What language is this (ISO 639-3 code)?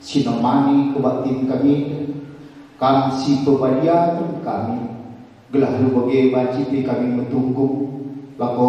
btx